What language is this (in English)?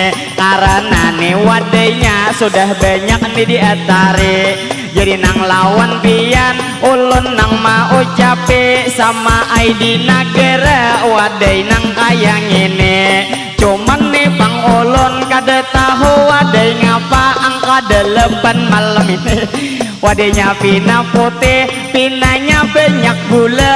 Banjar